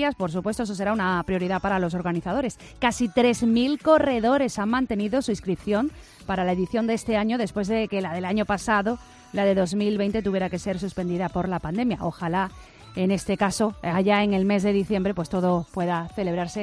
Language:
Spanish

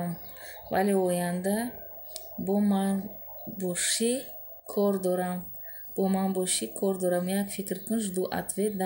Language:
Tajik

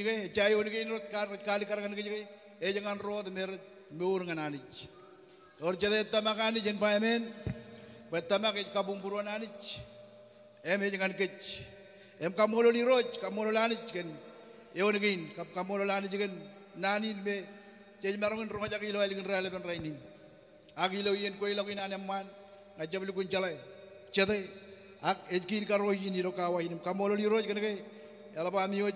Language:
Marshallese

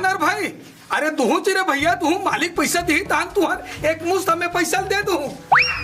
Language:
Chhattisgarhi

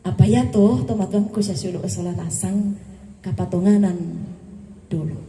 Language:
Toraja-Sa'dan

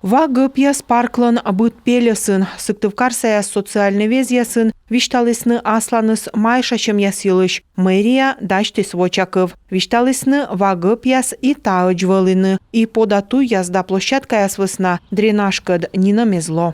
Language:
Komi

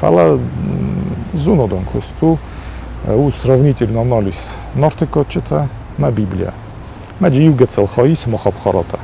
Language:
Ossetic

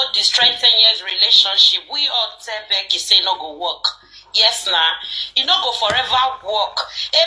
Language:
Nigerian Pidgin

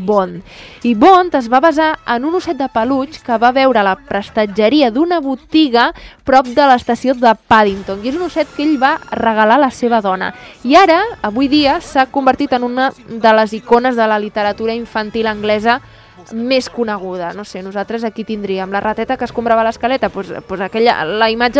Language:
Catalan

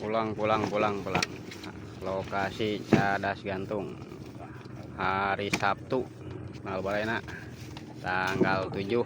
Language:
Sundanese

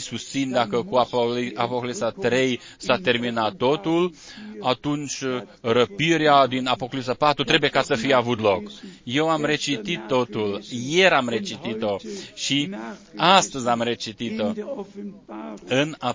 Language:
Romanian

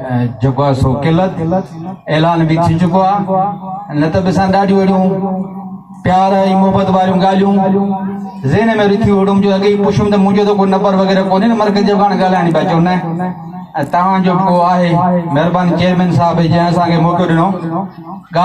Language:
Sindhi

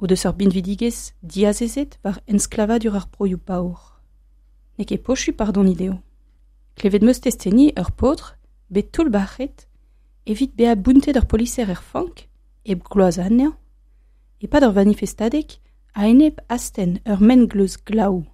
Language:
Breton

